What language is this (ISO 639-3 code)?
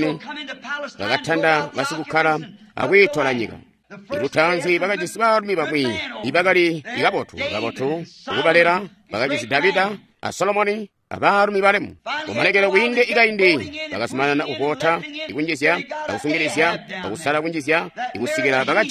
toi